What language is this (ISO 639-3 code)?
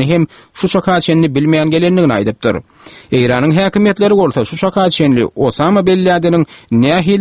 tuk